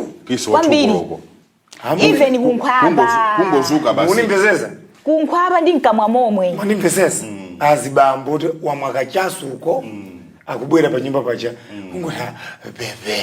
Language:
Nyanja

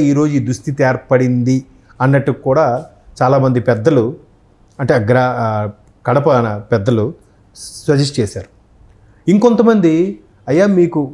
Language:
Telugu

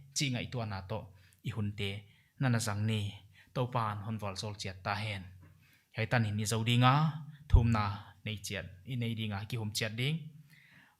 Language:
Paite Chin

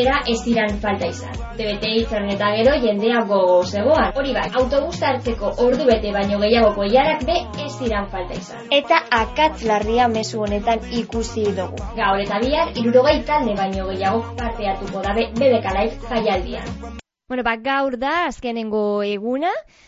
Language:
Basque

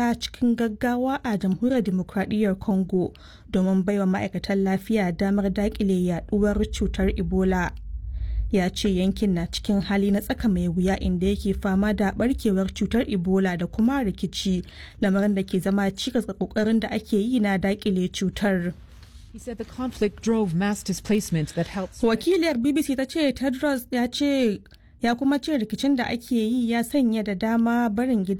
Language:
Hausa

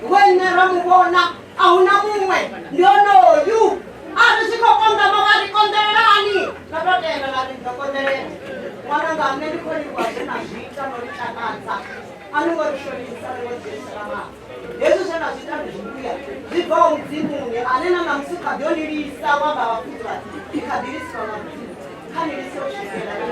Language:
Venda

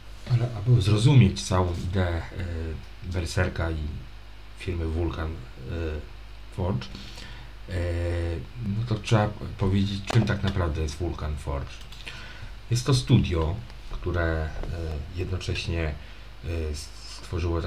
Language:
Polish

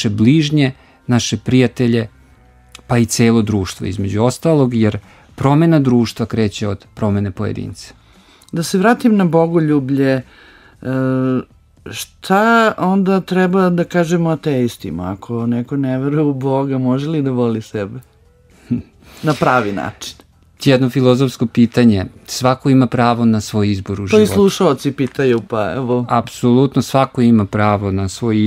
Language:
Serbian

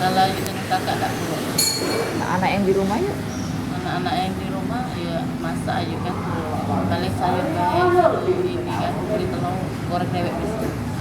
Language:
Musi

